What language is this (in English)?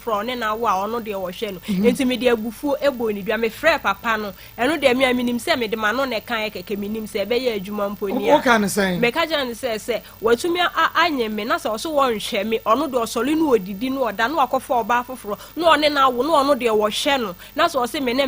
Akan